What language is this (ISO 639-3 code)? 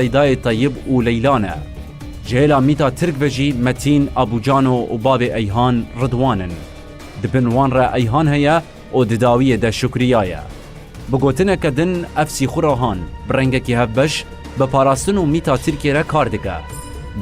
kur